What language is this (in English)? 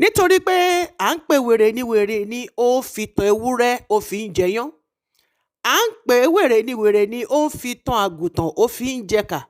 Yoruba